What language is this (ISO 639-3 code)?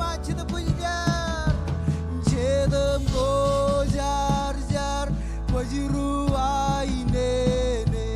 mah